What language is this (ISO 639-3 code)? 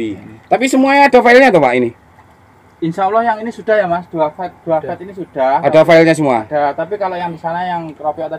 ind